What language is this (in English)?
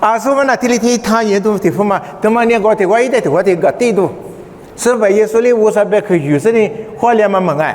Lisu